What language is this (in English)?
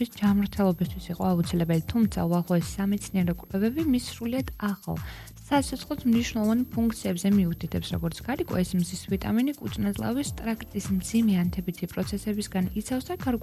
Georgian